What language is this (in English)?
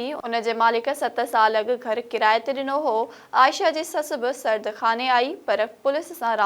Sindhi